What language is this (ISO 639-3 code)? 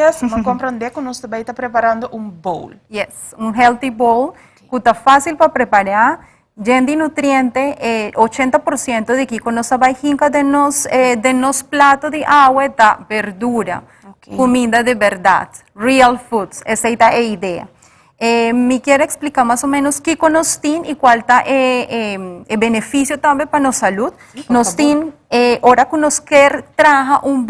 pap